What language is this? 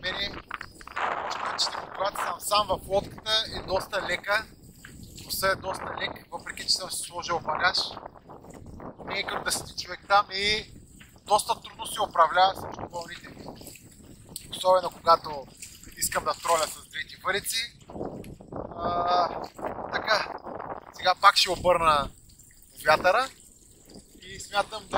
Bulgarian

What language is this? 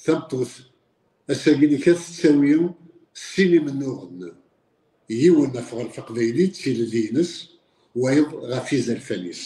Kabyle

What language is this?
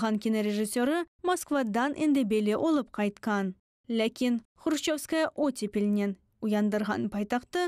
Crimean Tatar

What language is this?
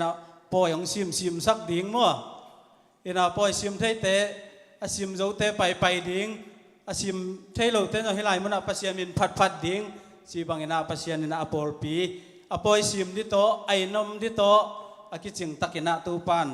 Tedim Chin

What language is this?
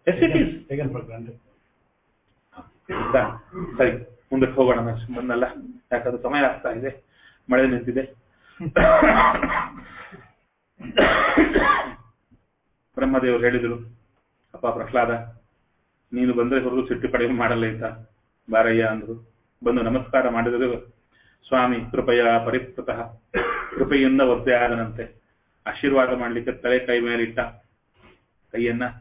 Kannada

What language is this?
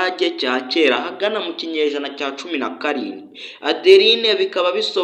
Kinyarwanda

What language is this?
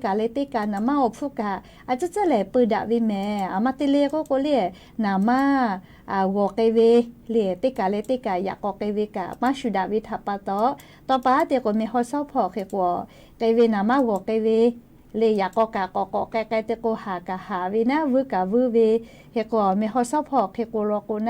Lahu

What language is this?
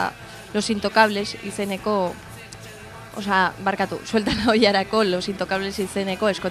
Basque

